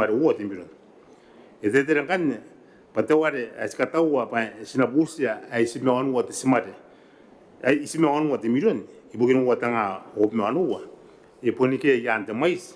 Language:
Gilbertese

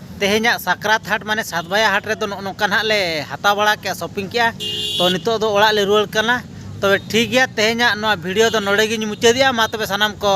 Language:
Santali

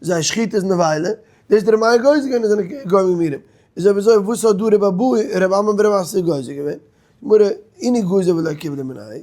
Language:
Yiddish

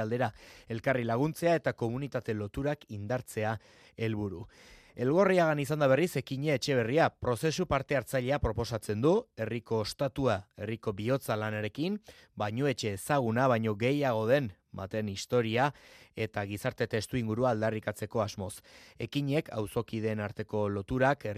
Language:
Basque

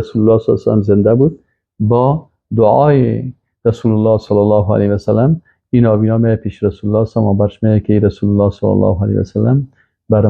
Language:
Persian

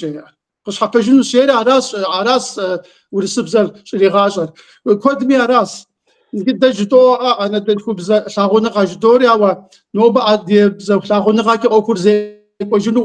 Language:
Kabardian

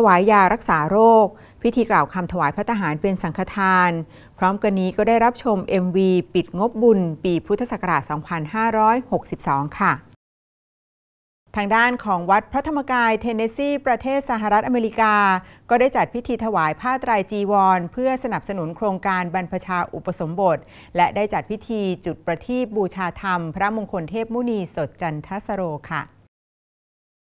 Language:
Thai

